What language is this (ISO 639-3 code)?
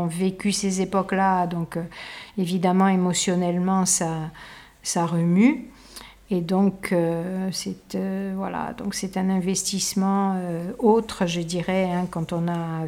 fra